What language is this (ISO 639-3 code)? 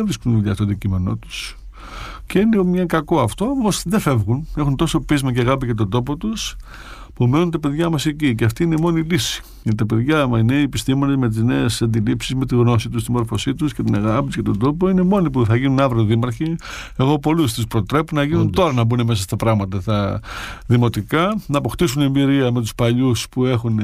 ell